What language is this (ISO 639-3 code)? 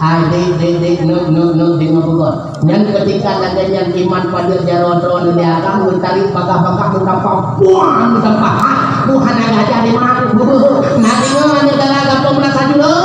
ace